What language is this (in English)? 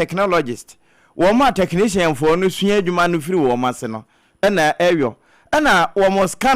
Akan